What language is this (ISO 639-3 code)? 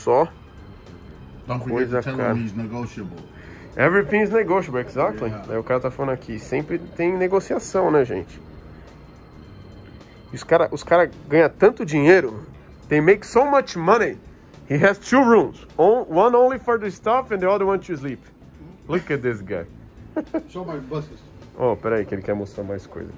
por